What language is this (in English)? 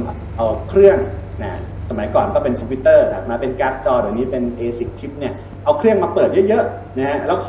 Thai